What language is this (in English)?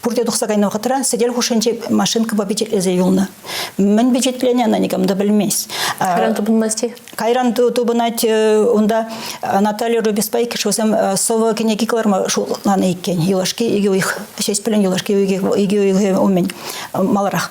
Chuvash